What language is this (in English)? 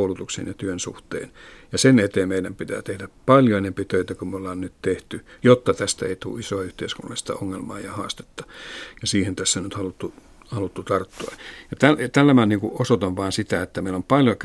Finnish